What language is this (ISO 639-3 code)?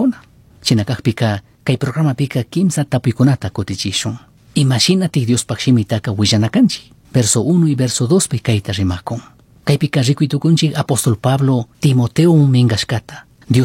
qug